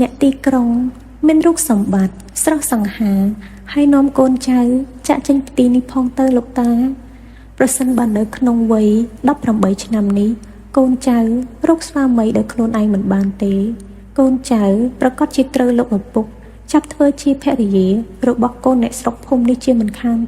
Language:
Khmer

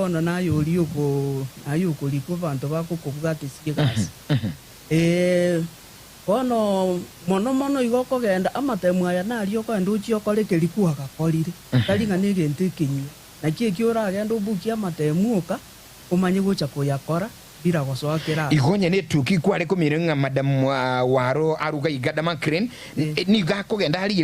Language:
Gusii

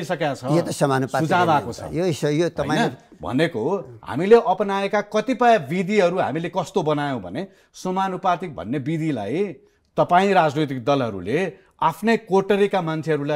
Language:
Nepali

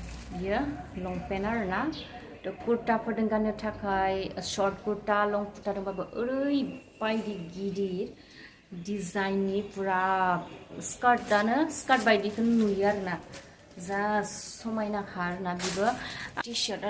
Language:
Bodo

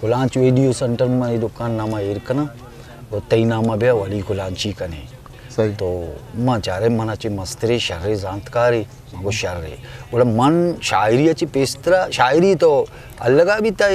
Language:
Eastern Balochi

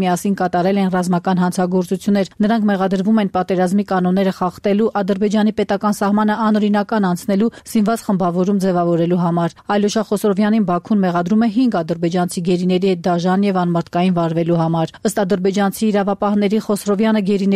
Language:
Armenian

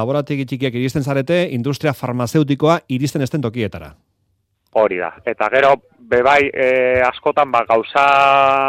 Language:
Basque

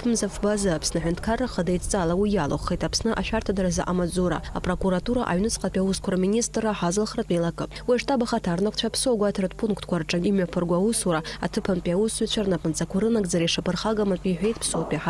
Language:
Abkhazian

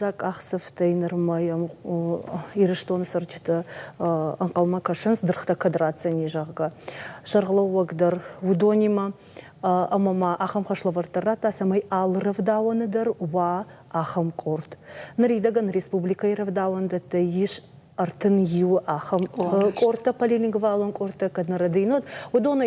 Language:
Ossetic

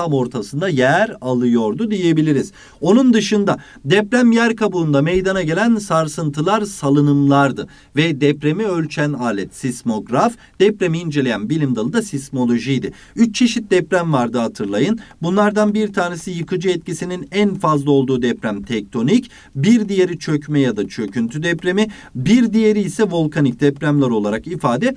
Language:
Turkish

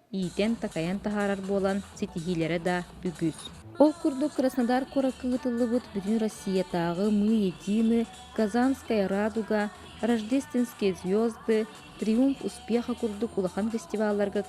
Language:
Yakut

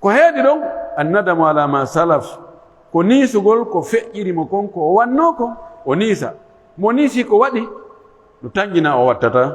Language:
Pular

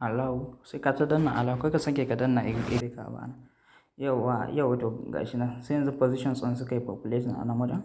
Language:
Hausa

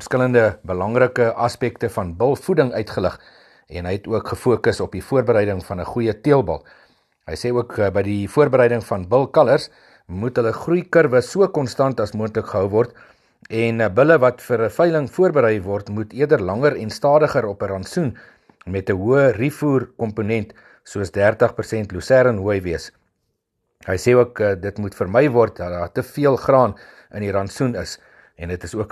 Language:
Afrikaans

